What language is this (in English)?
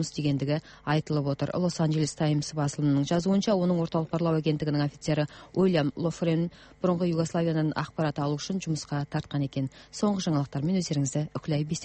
Kyrgyz